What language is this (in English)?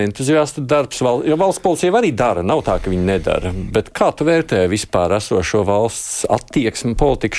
Latvian